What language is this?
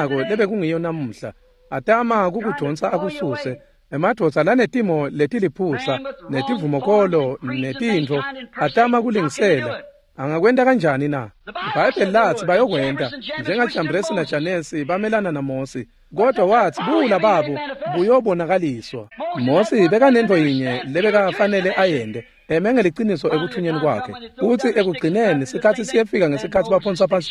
Swati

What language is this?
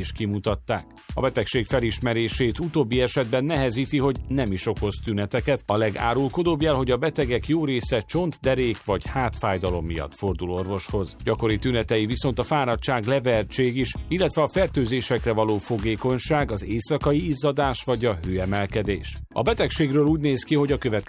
Hungarian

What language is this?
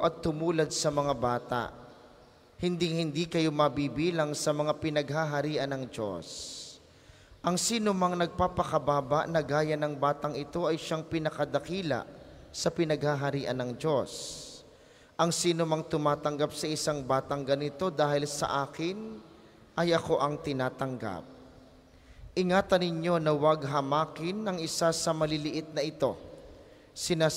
Filipino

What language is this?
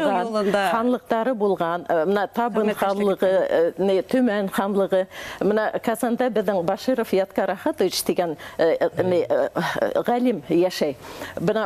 Bashkir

